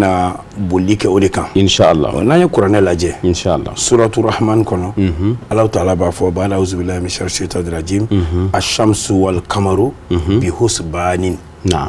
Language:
Bambara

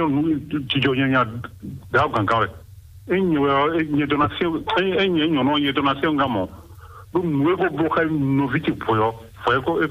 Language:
Fon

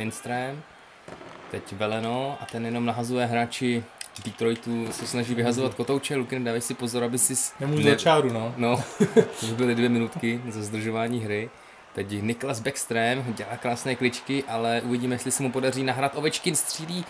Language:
Czech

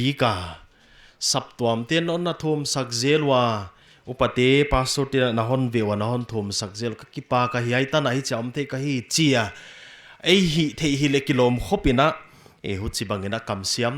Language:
Paite Chin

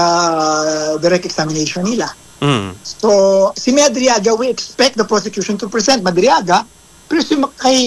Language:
Filipino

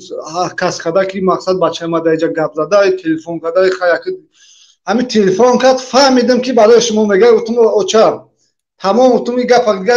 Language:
Persian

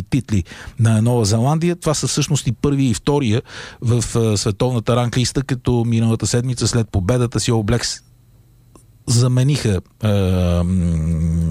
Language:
Bulgarian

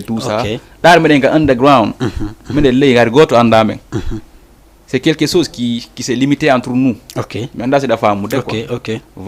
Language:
Fula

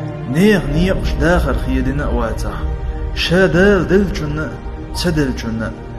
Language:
Chechen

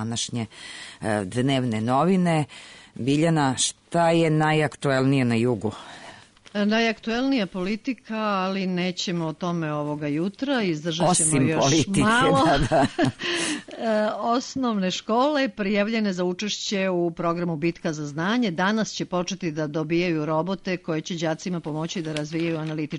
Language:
Serbian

